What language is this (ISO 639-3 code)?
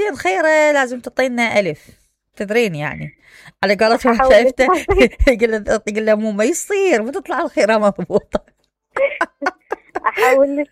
acm